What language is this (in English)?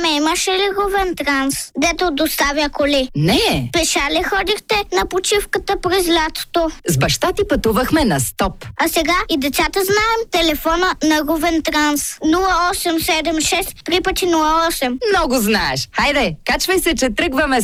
Bulgarian